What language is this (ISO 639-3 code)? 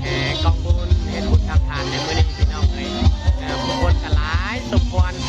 lao